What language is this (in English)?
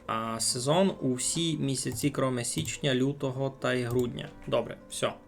Rusyn